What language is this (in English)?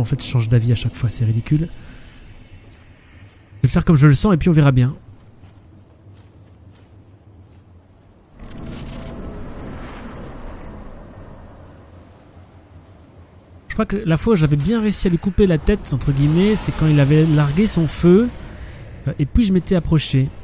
French